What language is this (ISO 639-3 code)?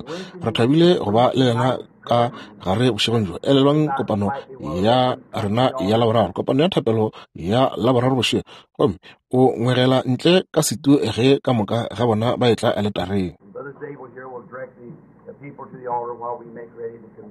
nso